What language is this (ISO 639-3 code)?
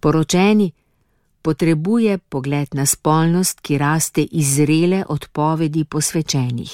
slv